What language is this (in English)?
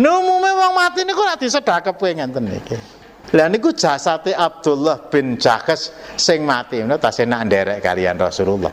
Javanese